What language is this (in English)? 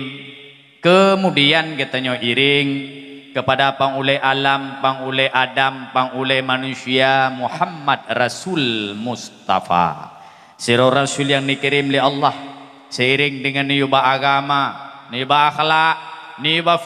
Achinese